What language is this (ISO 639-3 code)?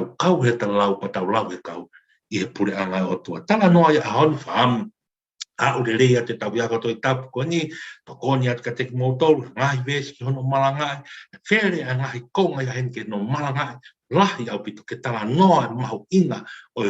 ton